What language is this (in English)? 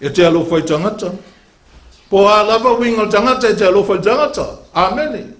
Samoan